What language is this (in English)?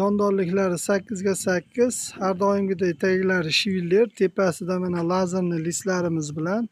Uzbek